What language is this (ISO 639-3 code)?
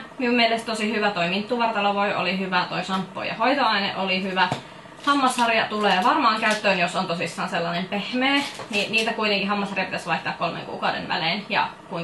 fin